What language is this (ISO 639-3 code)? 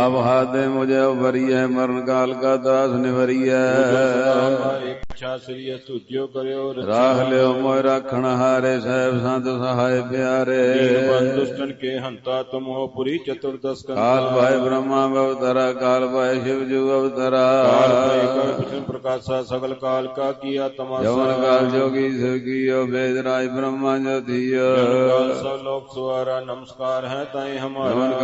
pan